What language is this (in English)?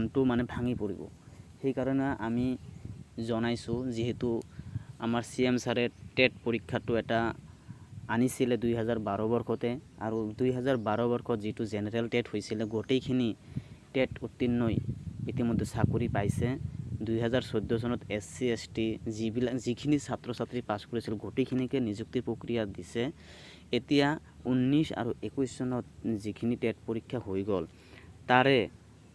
Assamese